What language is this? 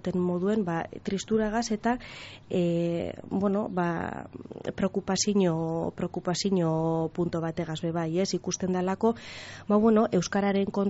Basque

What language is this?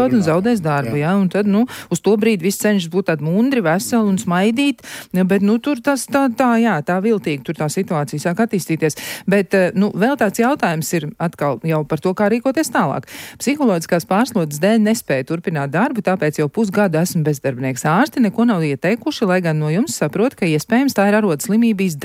Latvian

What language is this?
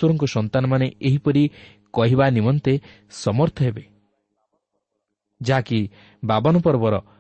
Odia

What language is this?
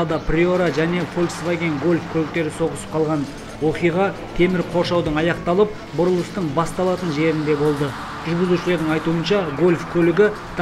Kyrgyz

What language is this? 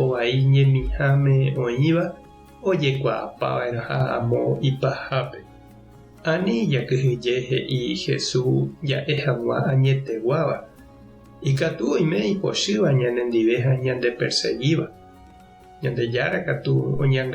Guarani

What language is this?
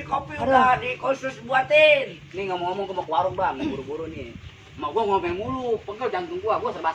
Betawi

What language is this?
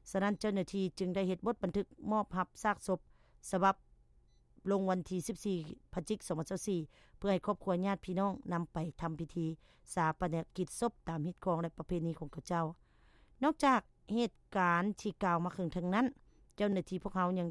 Lao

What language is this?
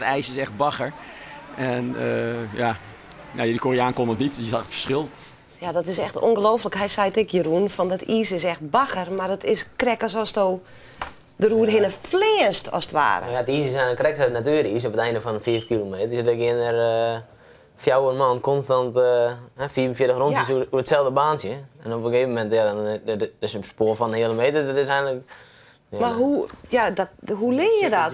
Western Frisian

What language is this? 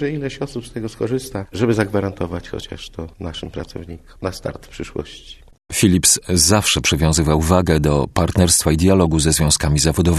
Polish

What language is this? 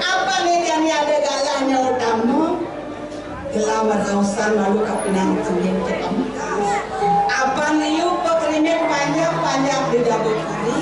Balinese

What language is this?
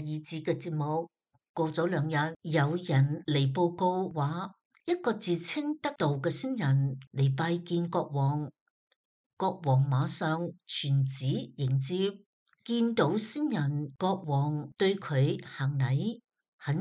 Cantonese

